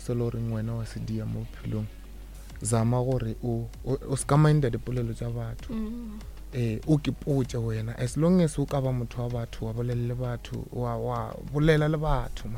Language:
Northern Sotho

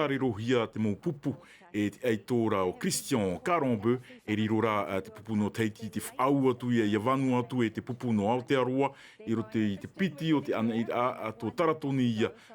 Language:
Tahitian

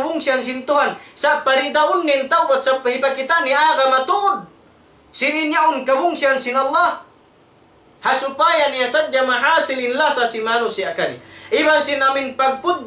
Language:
Tausug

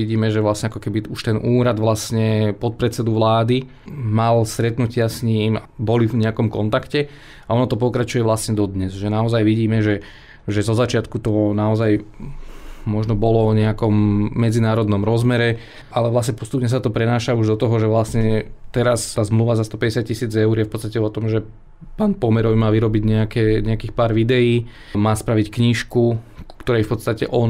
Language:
Slovak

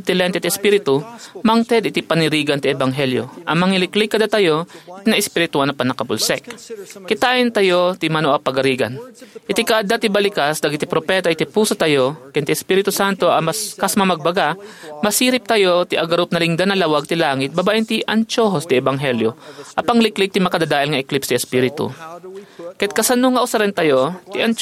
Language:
Iloko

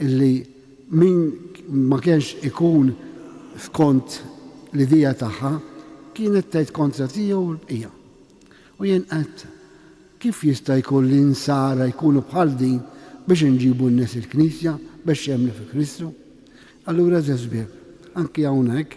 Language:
Maltese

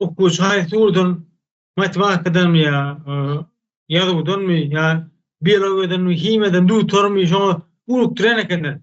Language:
Turkmen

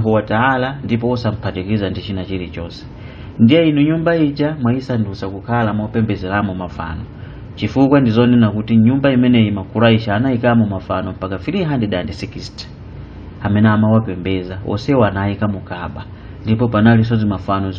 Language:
Nyanja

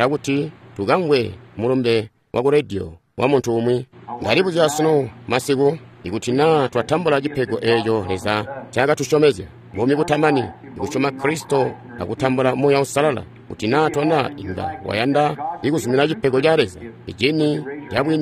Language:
Tonga (Zambia)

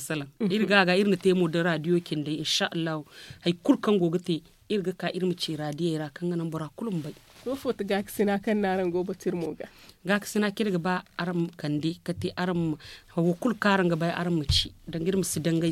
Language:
Zarma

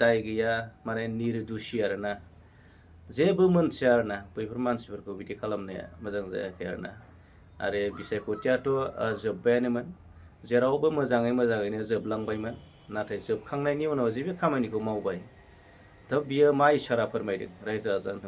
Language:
Bodo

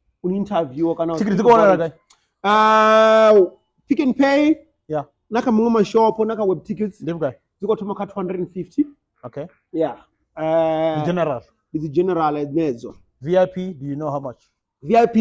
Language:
Venda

